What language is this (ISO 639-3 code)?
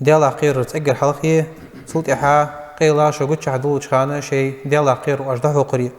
inh